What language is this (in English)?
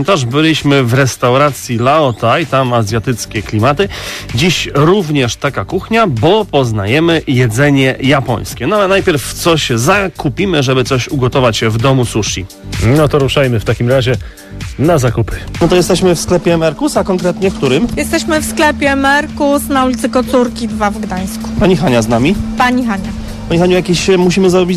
Polish